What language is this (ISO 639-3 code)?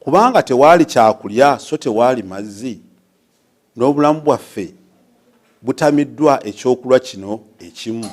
lug